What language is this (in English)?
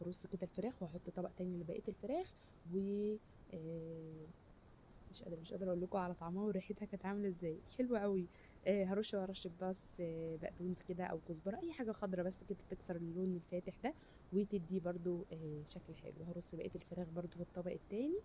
Egyptian Arabic